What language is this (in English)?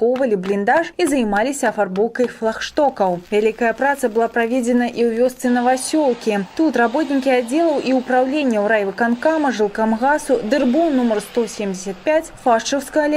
Belarusian